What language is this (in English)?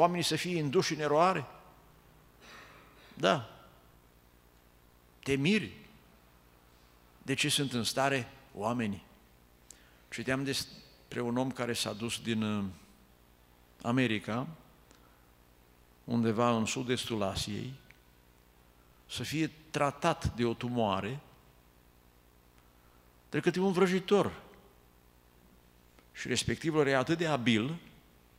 Romanian